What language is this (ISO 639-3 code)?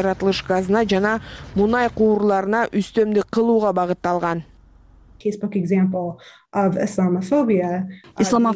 kir